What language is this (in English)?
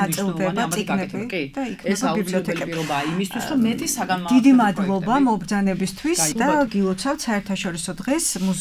Georgian